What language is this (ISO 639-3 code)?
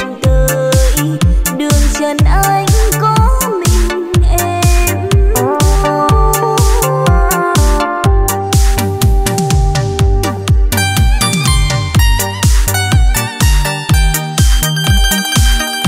vie